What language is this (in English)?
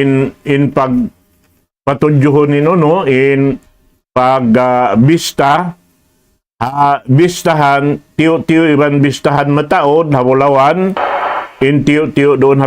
Tausug